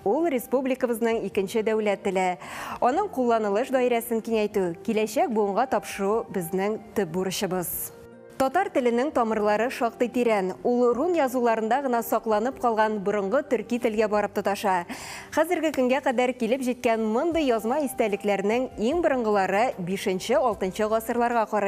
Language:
Tatar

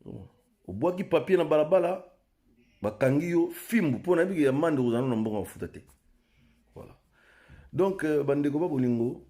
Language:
Lingala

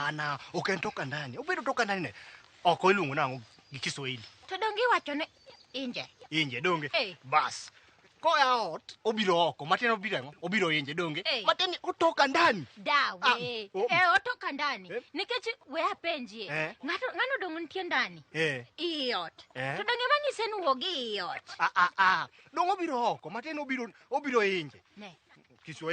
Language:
Luo (Kenya and Tanzania)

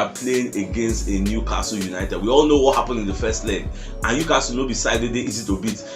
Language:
Nigerian Pidgin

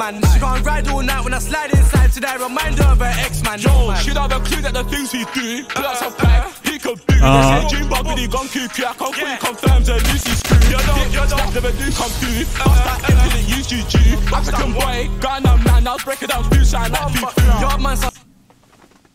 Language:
English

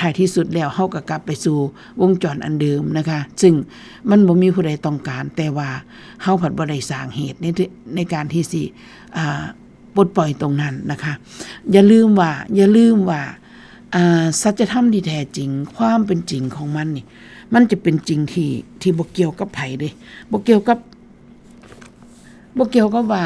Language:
Northeastern Thai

